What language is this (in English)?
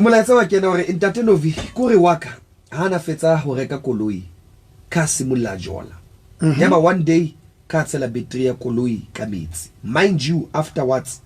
Southern Sotho